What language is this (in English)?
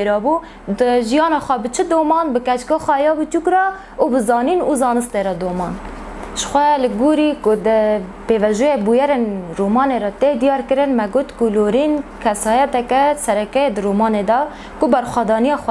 Kurdish